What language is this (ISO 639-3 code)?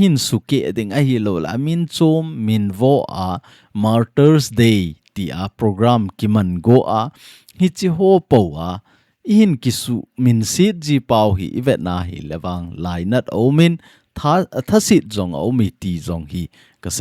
tcz